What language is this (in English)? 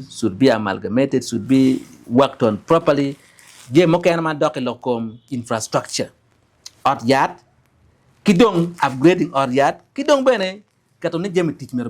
Acoli